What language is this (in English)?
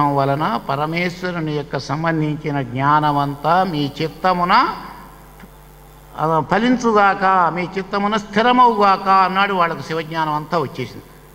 Telugu